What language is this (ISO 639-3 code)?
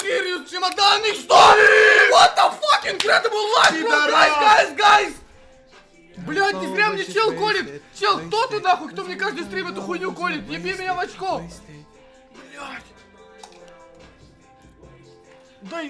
rus